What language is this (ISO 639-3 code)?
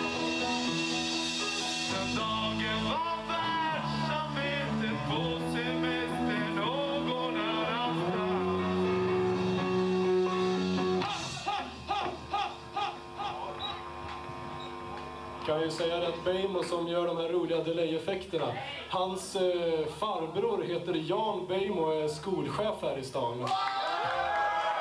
swe